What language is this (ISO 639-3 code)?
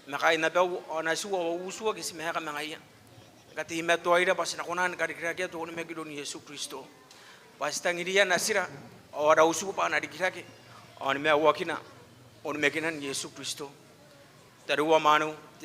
gil